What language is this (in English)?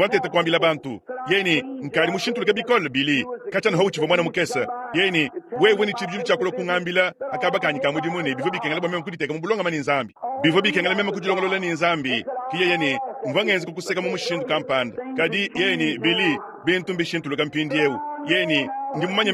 Luba-Lulua